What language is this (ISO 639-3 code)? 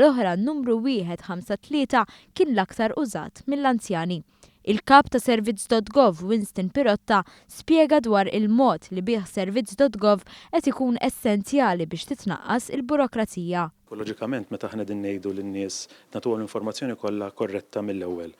mlt